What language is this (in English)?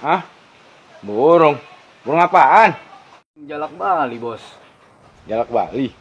Betawi